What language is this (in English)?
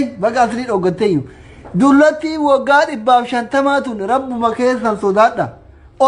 Oromo